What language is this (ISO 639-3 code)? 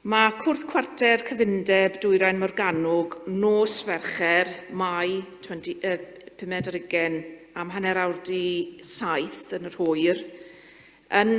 cym